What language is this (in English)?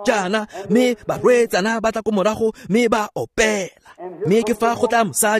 Tswana